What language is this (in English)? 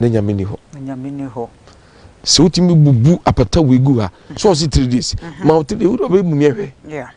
Akan